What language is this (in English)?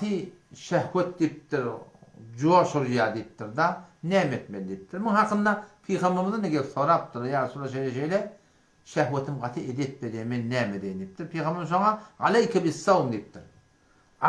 Turkmen